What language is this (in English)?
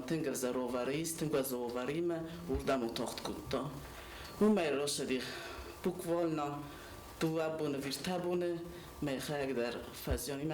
Ossetic